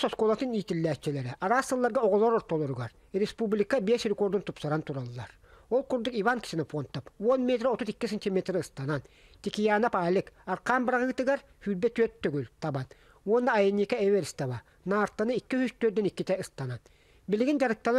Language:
Yakut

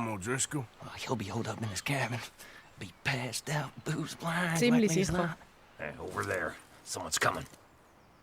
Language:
Swiss German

